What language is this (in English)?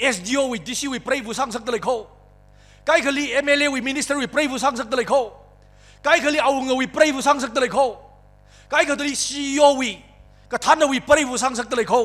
Tangkhul Naga (India)